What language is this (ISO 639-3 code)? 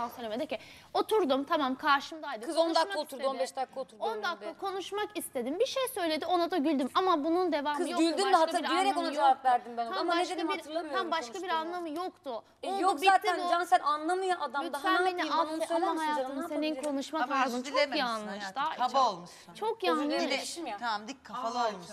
tur